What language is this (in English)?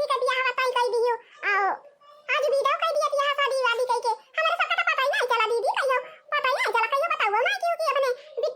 Awadhi